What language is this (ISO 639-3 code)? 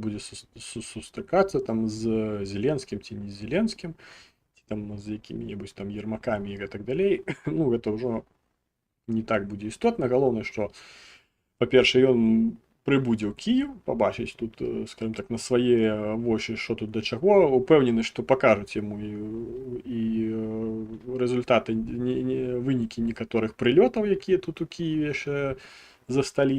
bel